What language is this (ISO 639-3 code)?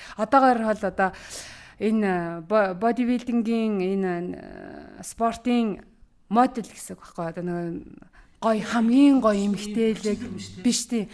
mon